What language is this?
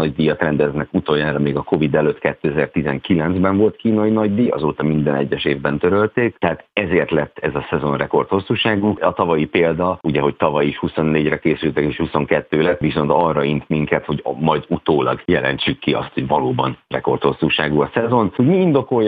Hungarian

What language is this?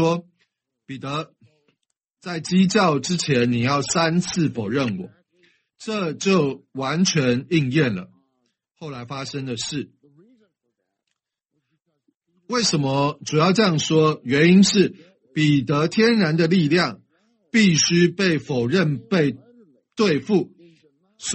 Chinese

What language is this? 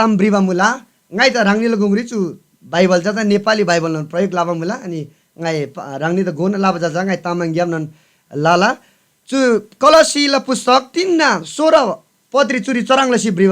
Eastern Tamang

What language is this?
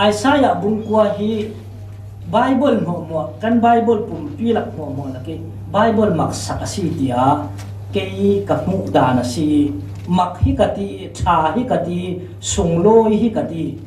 Falam Chin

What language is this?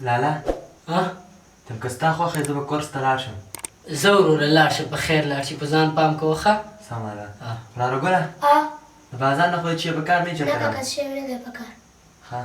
Pashto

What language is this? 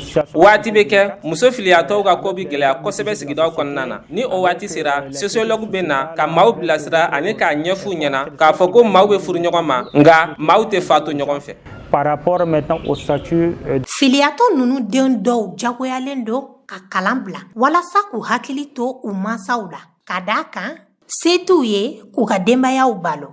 Bambara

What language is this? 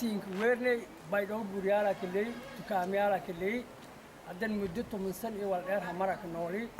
Somali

